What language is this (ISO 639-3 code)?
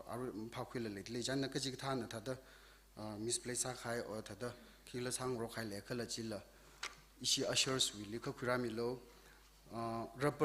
nmf